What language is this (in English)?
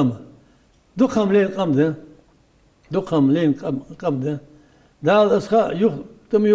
Ingush